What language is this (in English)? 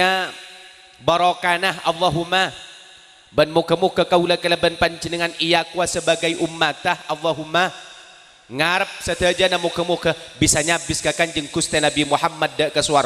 Madurese